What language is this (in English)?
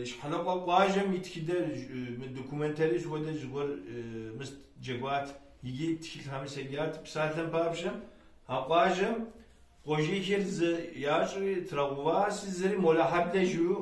Kabardian